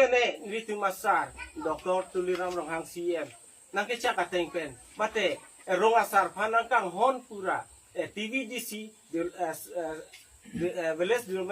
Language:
Karbi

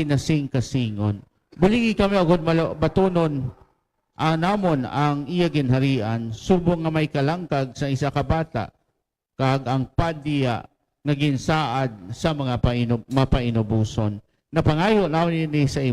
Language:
Hiligaynon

